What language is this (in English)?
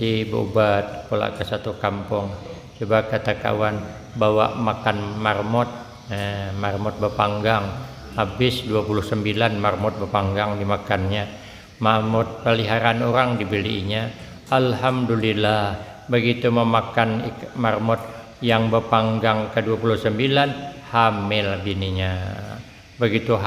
Banjar